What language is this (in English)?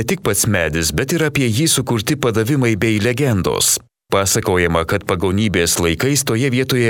Lithuanian